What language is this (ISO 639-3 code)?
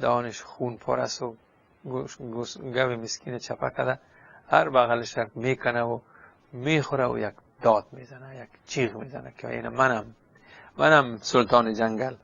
fas